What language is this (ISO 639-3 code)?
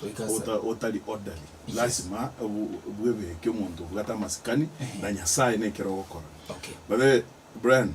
guz